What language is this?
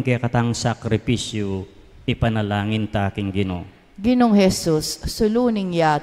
Pampanga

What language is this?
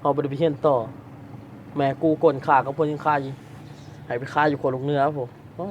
Lao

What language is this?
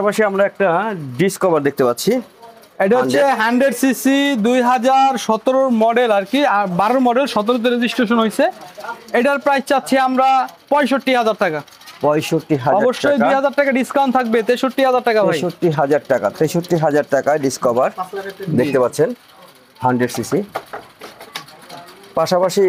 Bangla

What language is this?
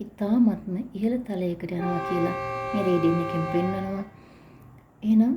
Sinhala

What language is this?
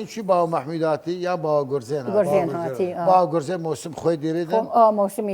Southern Kurdish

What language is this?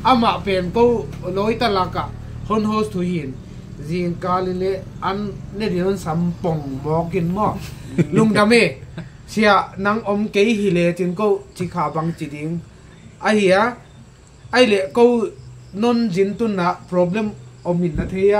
Tedim Chin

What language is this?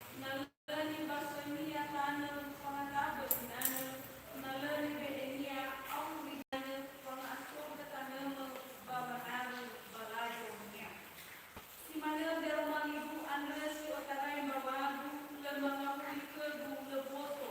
Nias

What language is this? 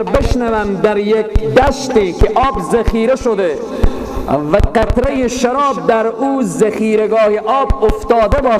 Persian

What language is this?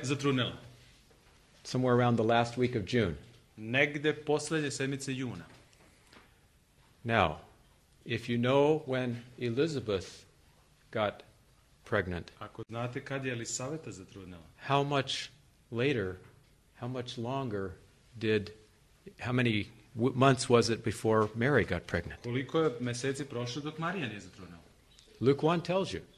Serbian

